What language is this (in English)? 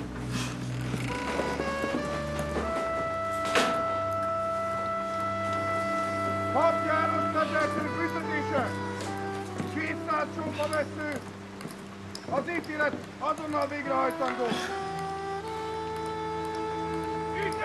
Hungarian